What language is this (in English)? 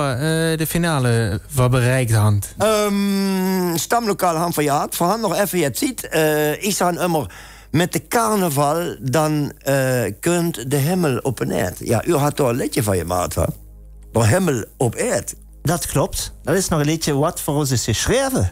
Limburgish